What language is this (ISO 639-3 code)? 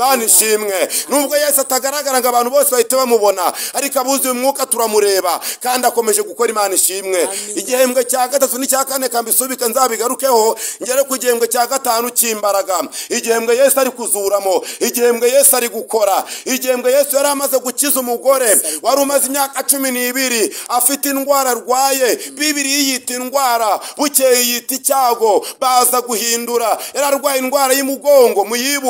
kin